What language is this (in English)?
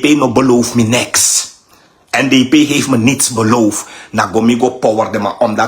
Sranan Tongo